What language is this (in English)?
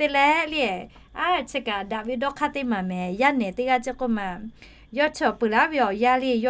Lahu